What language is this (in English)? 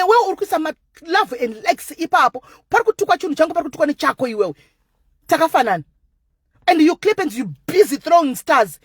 Shona